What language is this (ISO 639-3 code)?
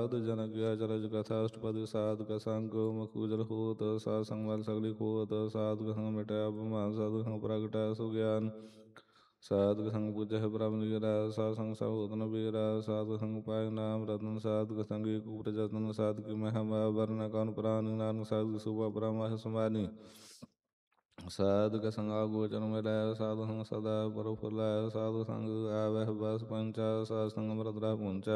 pan